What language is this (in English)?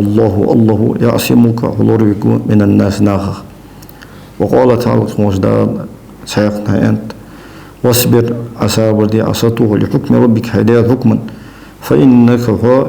Ingush